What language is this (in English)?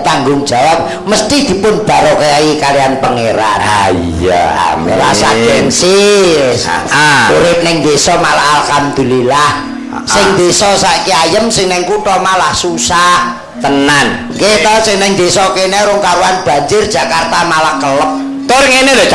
Javanese